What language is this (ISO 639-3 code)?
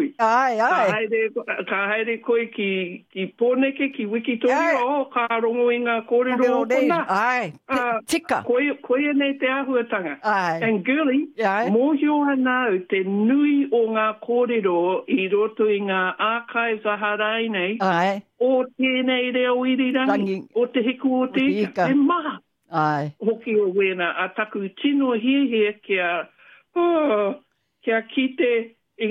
mri